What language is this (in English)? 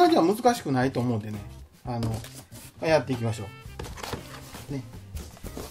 Japanese